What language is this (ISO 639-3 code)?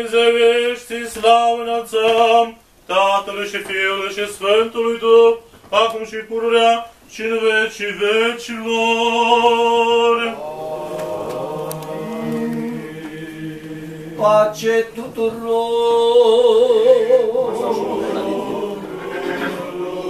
ron